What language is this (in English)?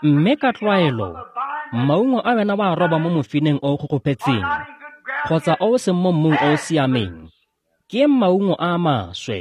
Tswana